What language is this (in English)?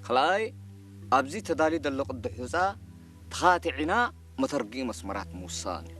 Tigrinya